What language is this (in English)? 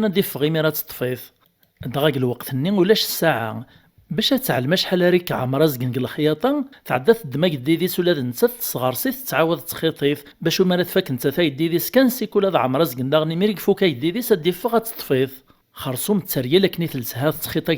Kabyle